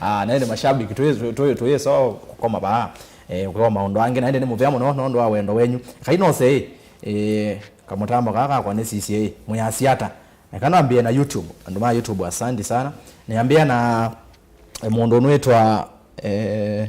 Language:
Kamba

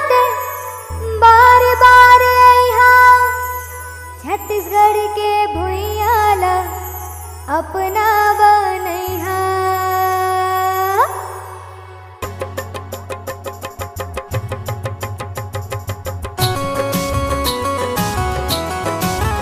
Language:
Chhattisgarhi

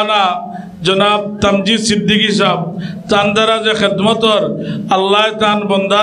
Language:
Sylheti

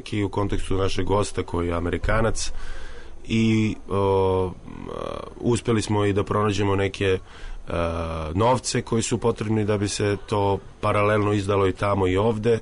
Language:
Serbian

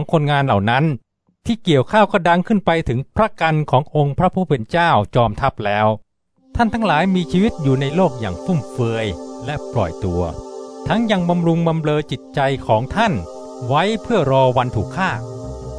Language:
Thai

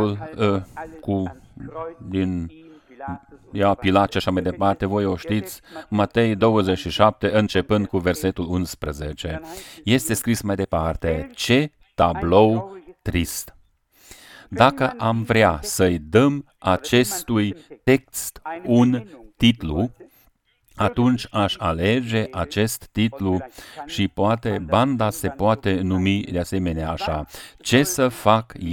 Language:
Romanian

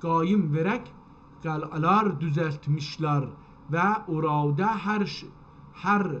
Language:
South Azerbaijani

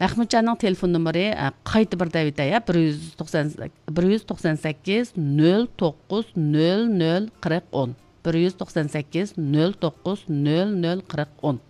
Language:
Uyghur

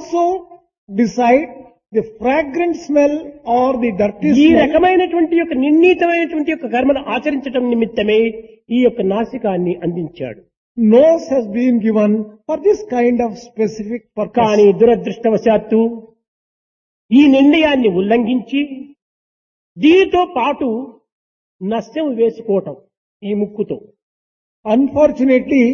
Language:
Telugu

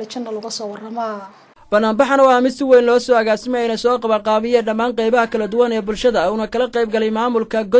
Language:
Somali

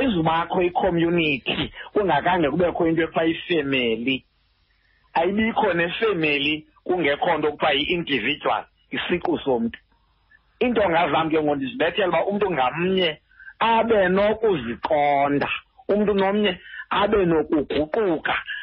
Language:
Xhosa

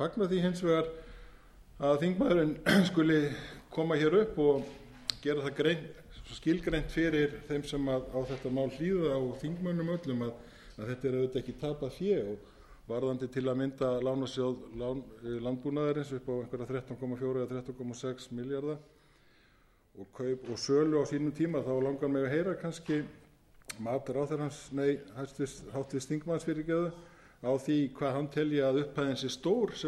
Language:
Icelandic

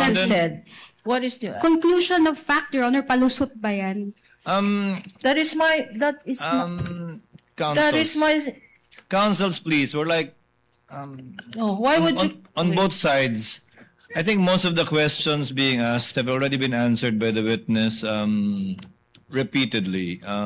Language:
Filipino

